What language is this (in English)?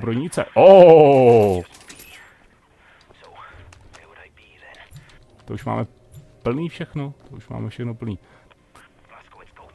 Czech